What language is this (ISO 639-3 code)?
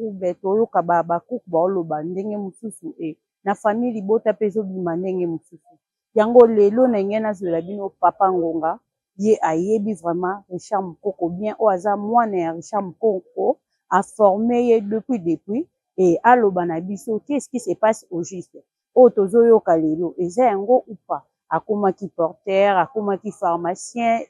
lin